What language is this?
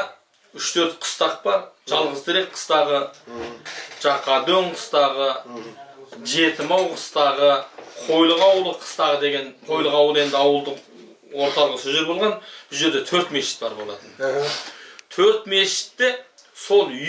Kazakh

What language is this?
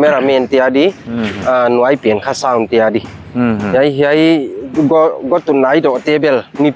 Paite Chin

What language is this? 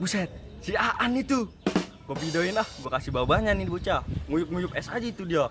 Betawi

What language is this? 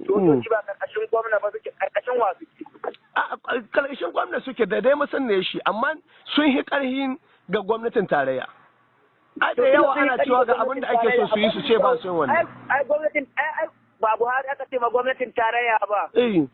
Hausa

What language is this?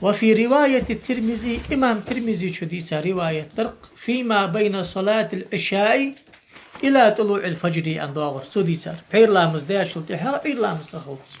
Ingush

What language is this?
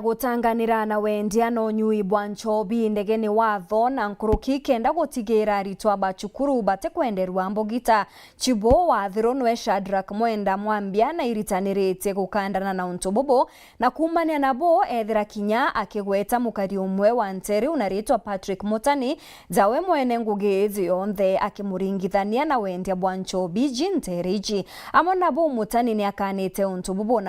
Meru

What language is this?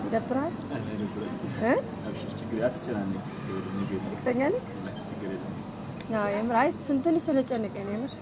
Amharic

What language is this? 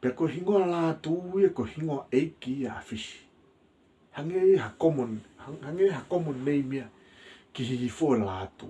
Tongan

